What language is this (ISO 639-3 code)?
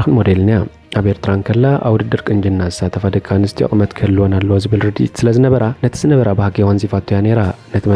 tir